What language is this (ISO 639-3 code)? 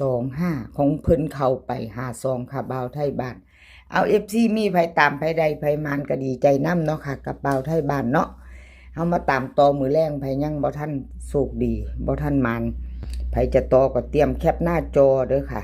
tts